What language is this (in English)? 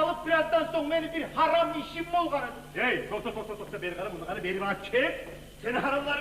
Kumyk